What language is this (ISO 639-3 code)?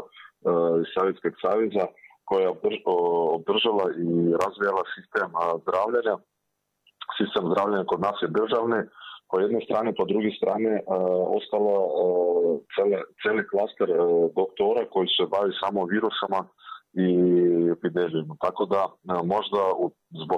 srp